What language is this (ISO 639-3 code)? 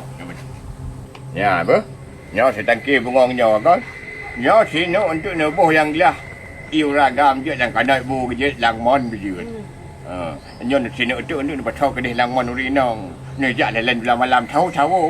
ace